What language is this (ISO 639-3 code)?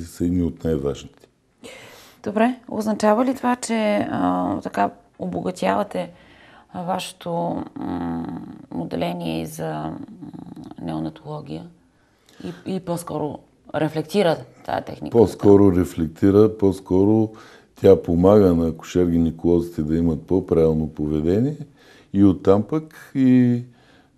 bul